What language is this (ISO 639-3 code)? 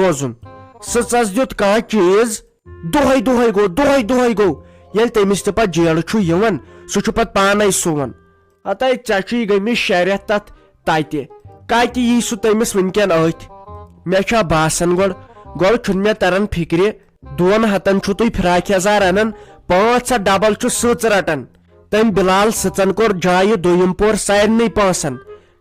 kas